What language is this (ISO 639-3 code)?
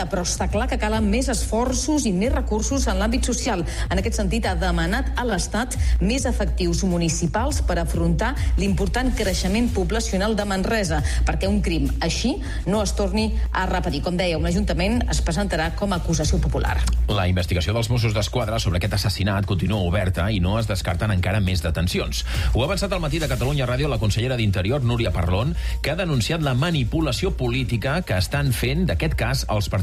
cat